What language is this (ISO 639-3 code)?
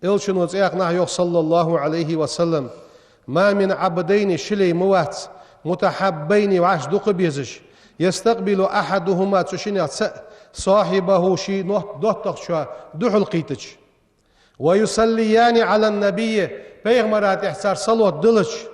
inh